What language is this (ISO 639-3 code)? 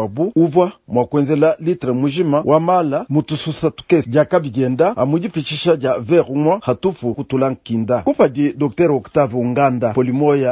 lua